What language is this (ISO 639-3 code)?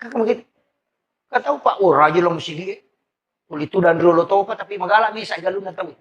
bug